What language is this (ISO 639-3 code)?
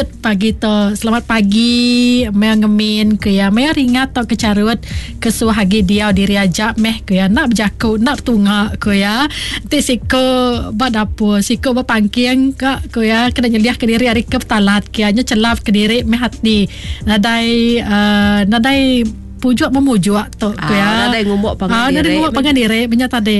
iba